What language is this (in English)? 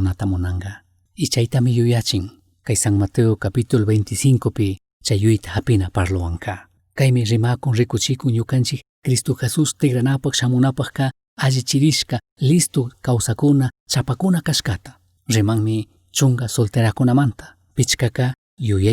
Chimborazo Highland Quichua